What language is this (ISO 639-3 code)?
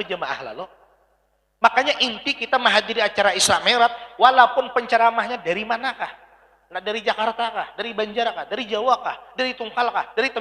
bjn